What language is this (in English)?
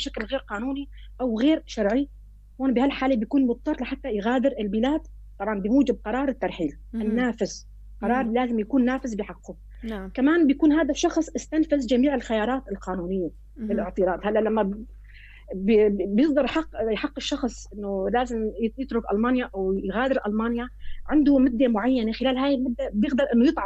North Levantine Arabic